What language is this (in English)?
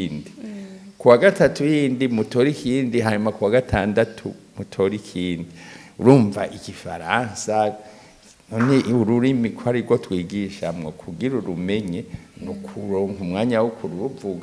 Rundi